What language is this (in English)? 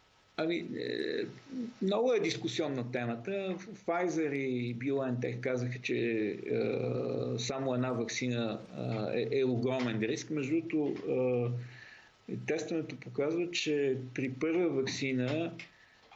Bulgarian